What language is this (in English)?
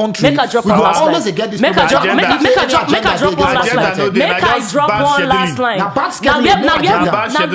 Nigerian Pidgin